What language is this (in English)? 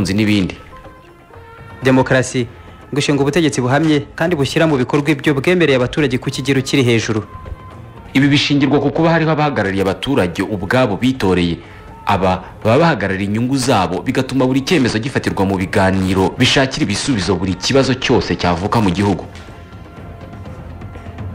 Kinyarwanda